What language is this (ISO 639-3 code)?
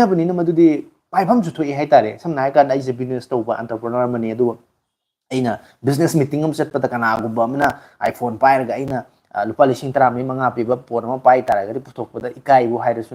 mni